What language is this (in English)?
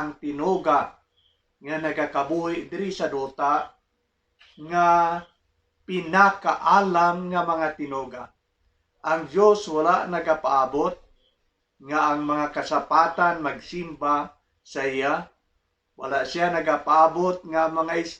Hiligaynon